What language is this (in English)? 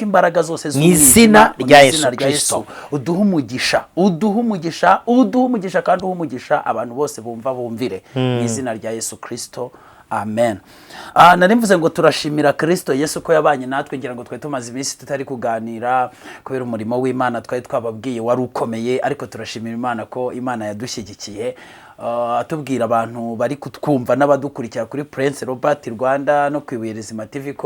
Kinyarwanda